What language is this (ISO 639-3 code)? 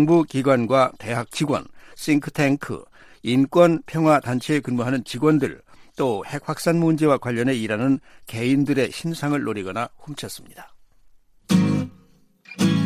kor